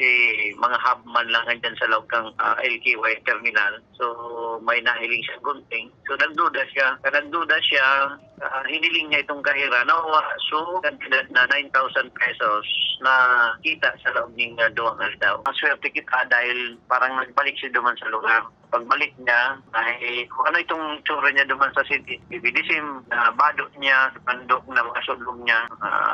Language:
Bikol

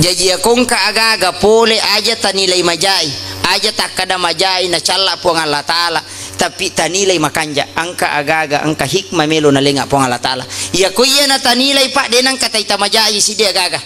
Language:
Buginese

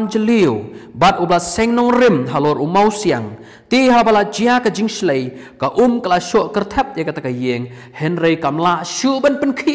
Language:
Khasi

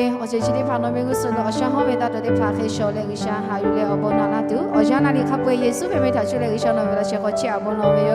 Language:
Lahu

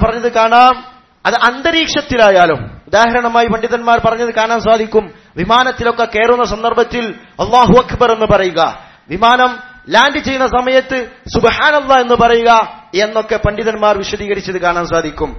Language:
Malayalam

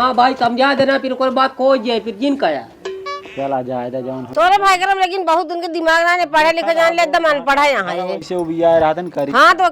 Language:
Awadhi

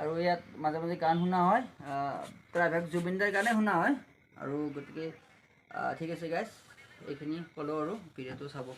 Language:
Assamese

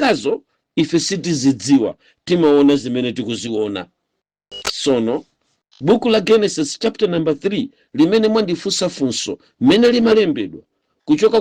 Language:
Nyanja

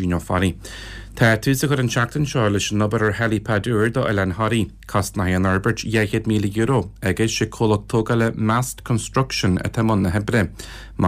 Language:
Irish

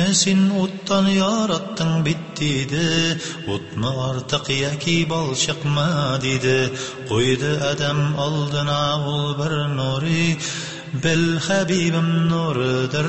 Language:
Tatar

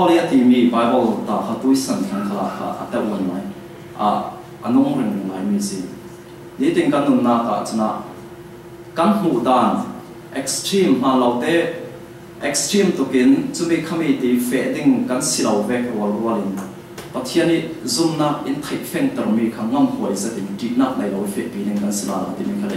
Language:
Falam Chin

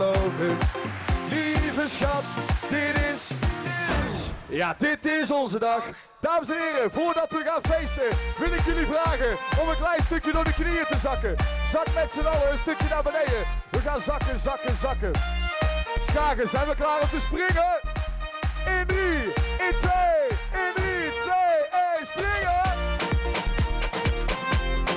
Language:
Dutch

